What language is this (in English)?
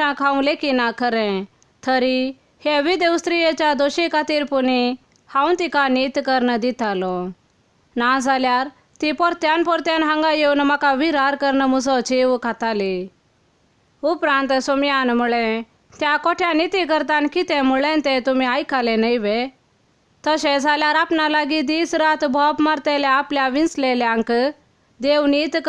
Konkani